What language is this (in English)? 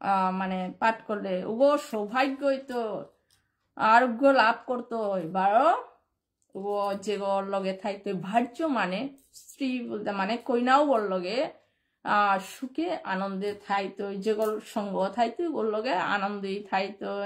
Bishnupriya